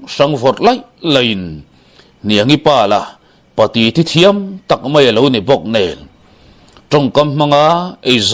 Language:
Mizo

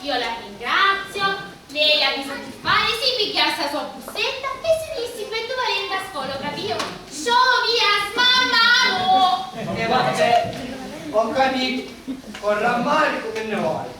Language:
Sicilian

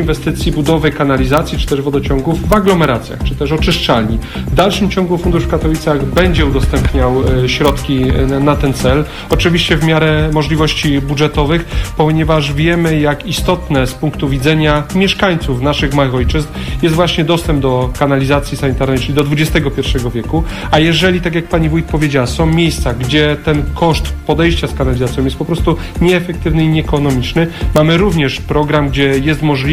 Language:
Polish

